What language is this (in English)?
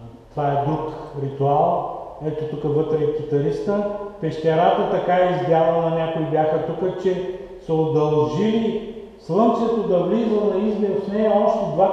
Bulgarian